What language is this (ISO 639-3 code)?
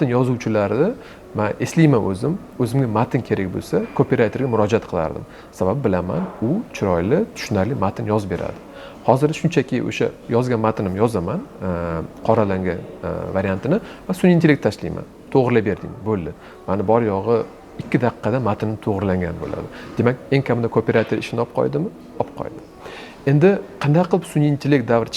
uzb